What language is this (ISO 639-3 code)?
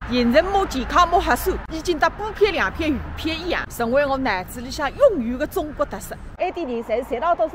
wuu